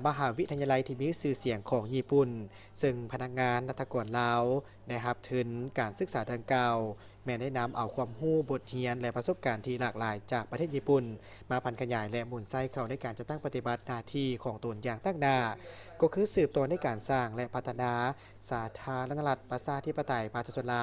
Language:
Lao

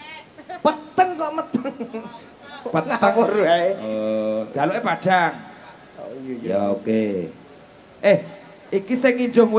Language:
Javanese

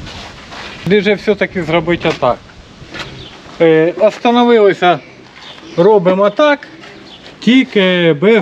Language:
Ukrainian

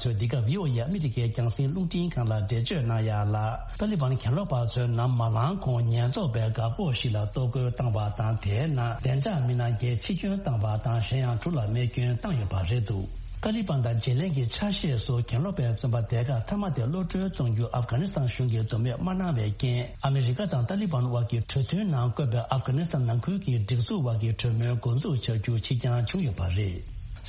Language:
Tibetan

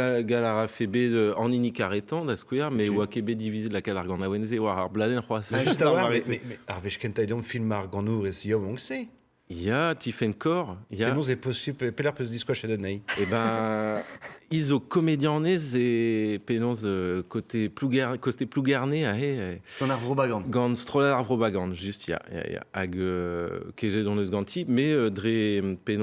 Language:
Breton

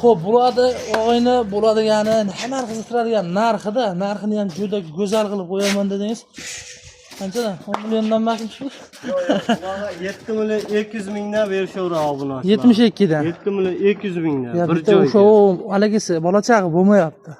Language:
Uzbek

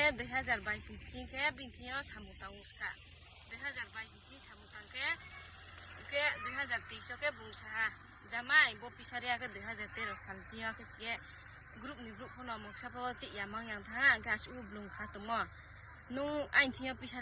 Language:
Riang (India)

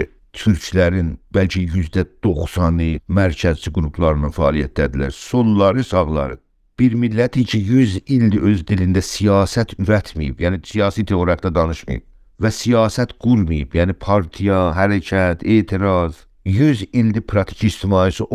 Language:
South Azerbaijani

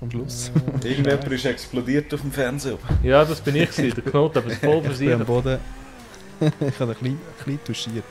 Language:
Swiss German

